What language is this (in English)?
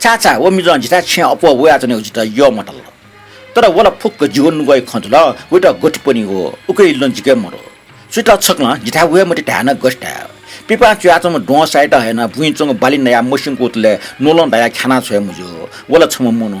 Newari